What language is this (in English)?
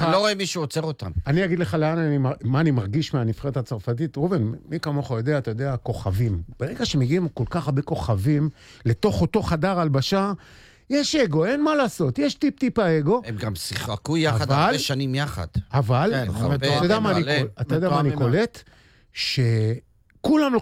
Hebrew